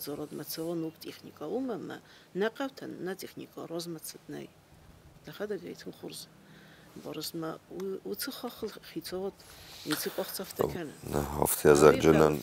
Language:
Ossetic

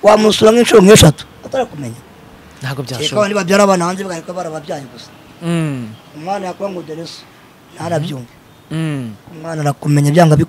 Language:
Kinyarwanda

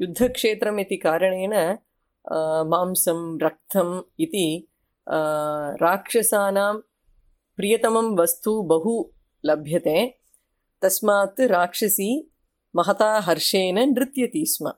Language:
Sanskrit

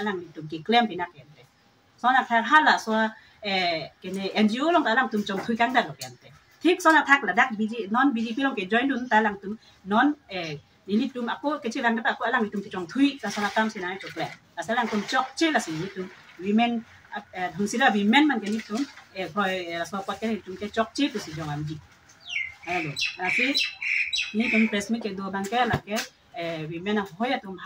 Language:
Karbi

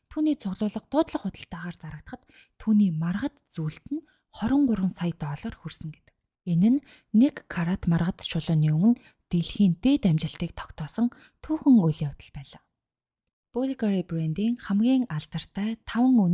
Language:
Mongolian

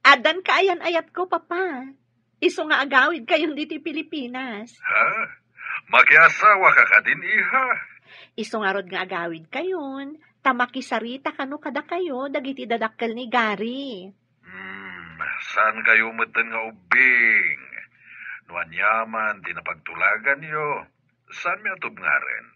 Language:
Iloko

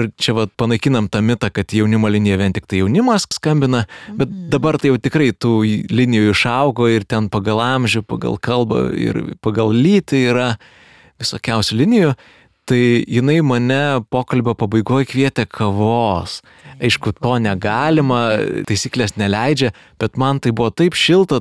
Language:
Lithuanian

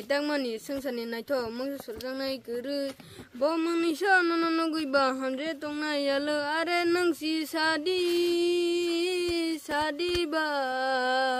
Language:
Kok Borok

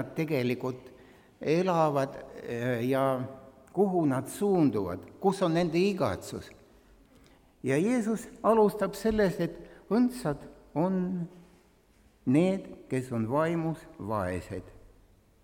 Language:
Estonian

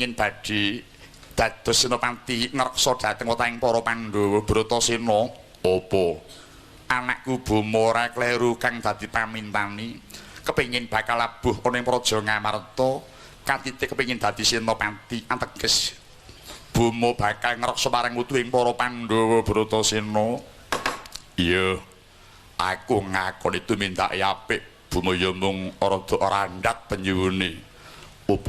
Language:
Javanese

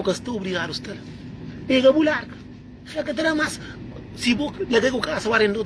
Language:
Kabuverdianu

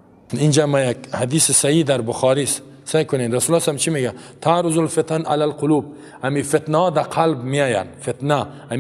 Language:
Persian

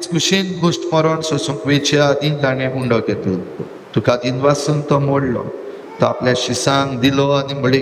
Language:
Konkani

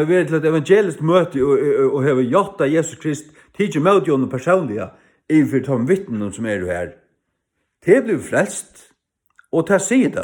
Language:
Faroese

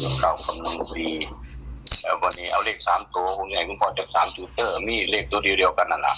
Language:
Northeastern Thai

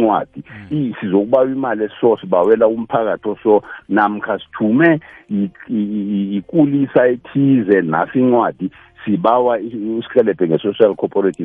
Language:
South Ndebele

